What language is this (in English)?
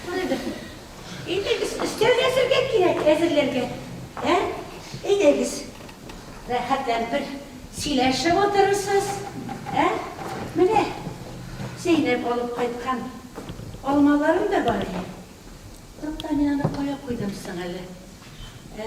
Tatar